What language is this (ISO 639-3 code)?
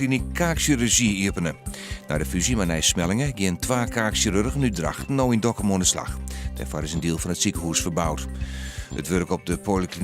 fry